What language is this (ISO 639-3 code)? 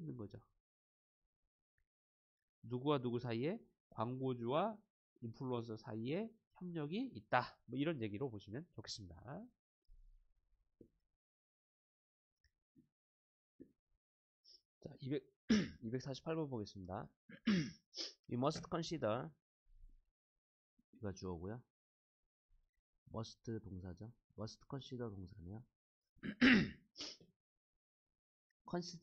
kor